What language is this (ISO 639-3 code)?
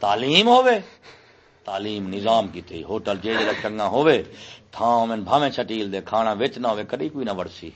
skr